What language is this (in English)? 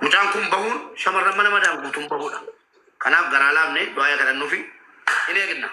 Oromo